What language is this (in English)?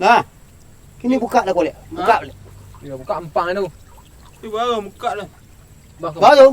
Minangkabau